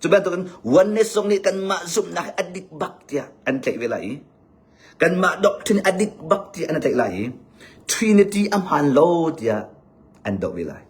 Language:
Hakha Chin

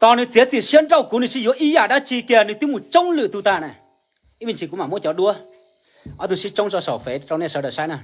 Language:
Hmong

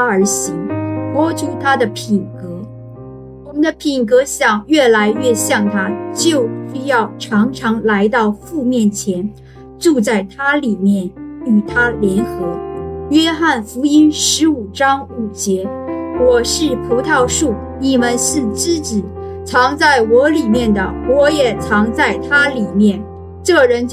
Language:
Chinese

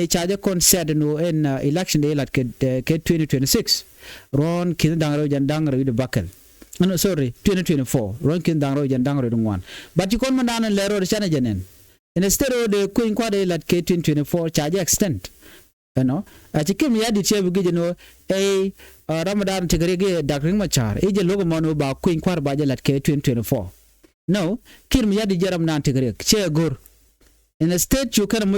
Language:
Nuer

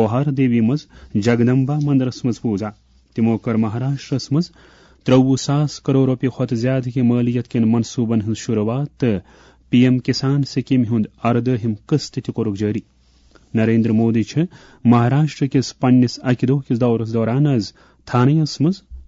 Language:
Kashmiri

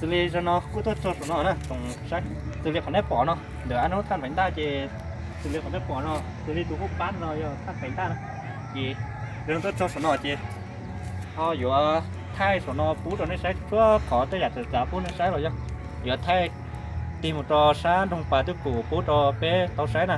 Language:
Hmong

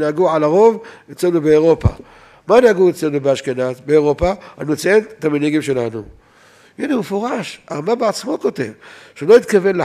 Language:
Hebrew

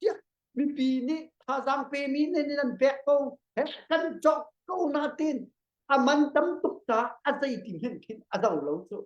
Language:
Hakha Chin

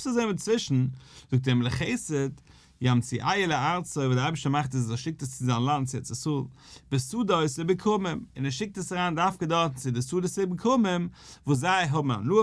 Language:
Yiddish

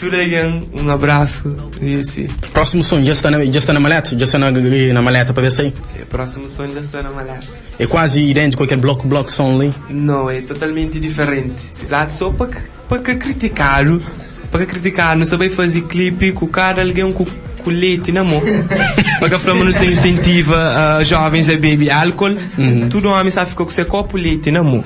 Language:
Kabuverdianu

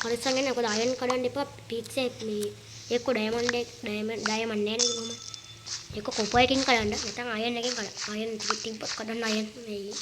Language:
Sinhala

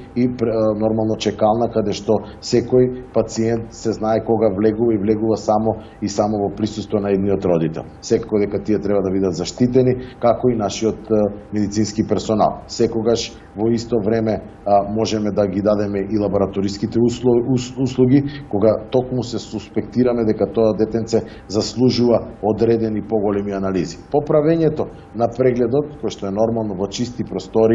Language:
Macedonian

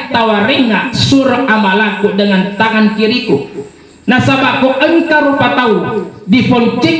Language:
Buginese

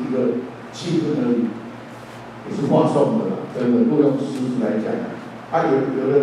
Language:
Chinese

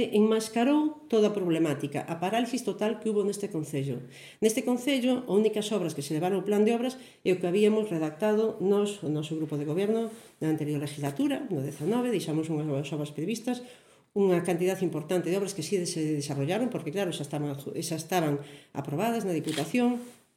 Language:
Galician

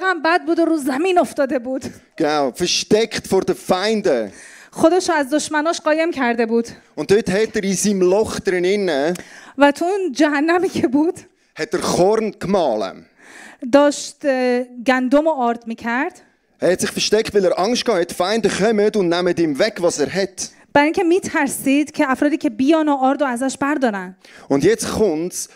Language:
Swiss German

